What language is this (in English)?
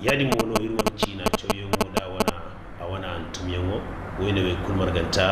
Zarma